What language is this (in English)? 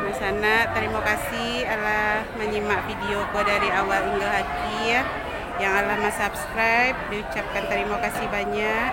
Minangkabau